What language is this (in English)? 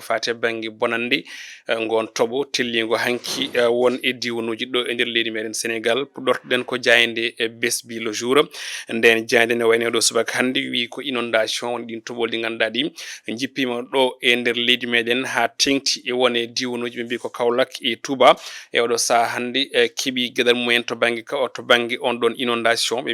Fula